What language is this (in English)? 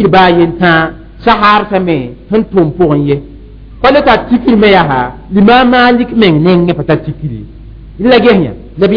Mossi